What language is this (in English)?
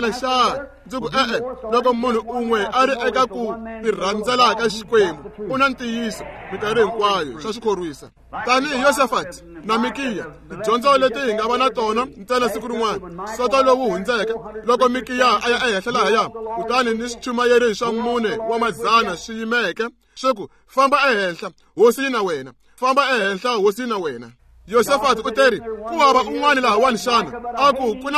Tsonga